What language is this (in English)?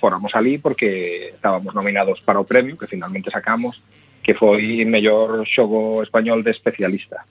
Galician